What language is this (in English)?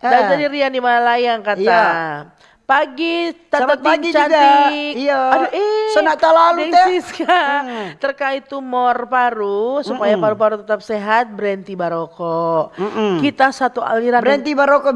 Manado Malay